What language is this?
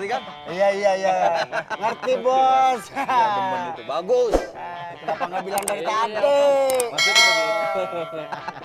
Betawi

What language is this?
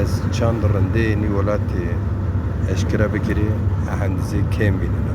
Zaza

